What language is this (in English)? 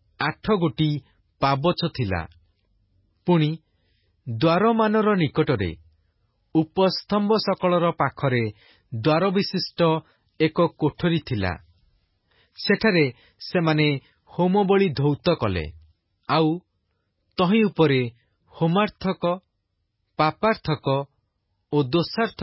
Odia